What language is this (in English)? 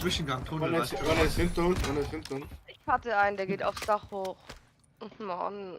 Bavarian